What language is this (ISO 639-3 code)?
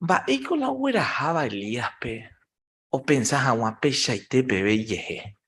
grn